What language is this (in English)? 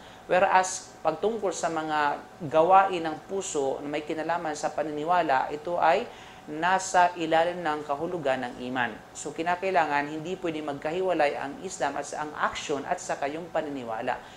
Filipino